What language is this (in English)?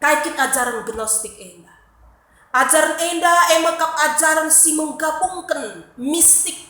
Batak Karo